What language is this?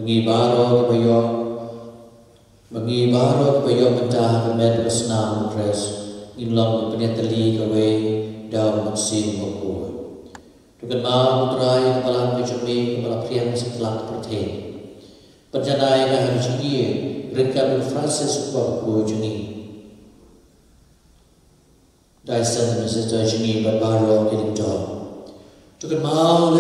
Khasi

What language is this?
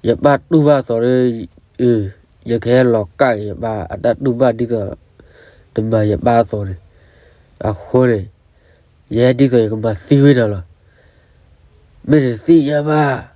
S'gaw Karen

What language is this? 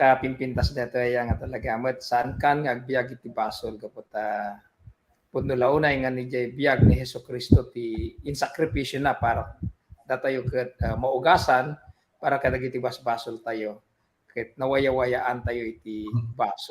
Iloko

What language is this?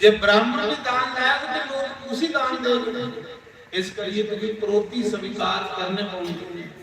Dogri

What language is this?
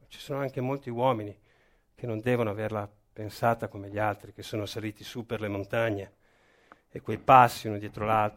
Italian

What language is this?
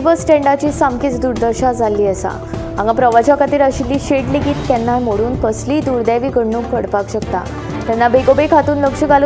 Konkani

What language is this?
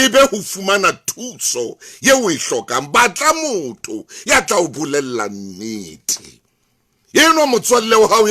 Southern Sotho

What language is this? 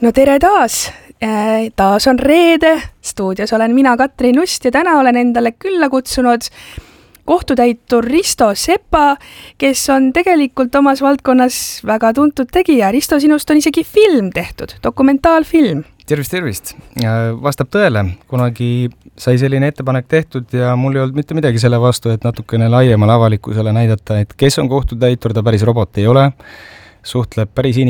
Estonian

